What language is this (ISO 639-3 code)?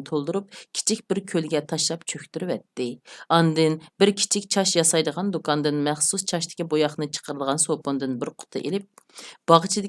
uig